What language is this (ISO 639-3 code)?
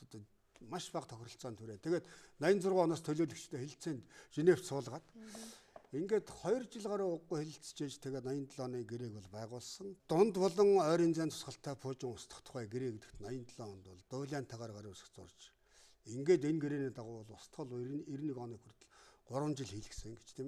mon